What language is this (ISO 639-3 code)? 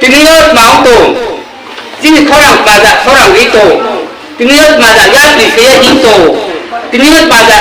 ria